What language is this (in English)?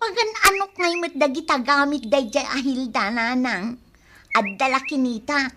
Iloko